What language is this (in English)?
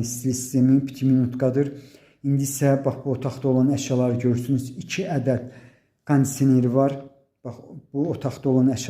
Azerbaijani